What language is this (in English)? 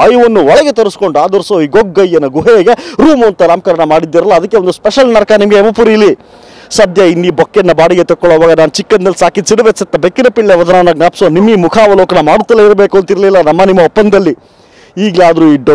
Kannada